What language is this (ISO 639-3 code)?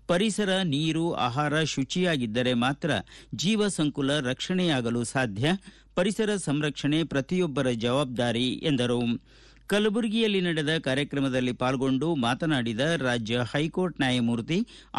kan